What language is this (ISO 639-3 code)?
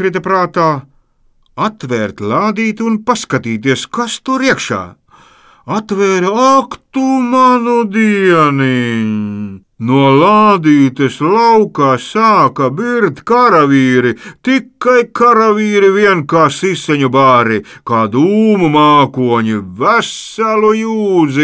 lav